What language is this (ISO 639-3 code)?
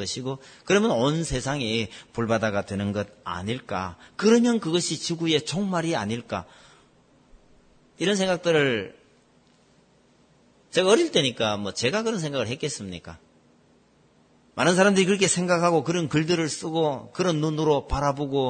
kor